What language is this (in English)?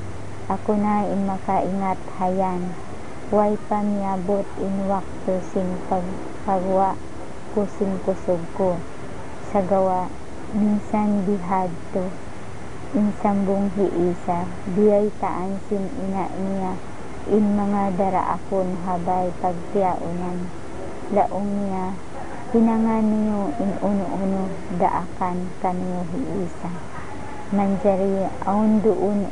Tausug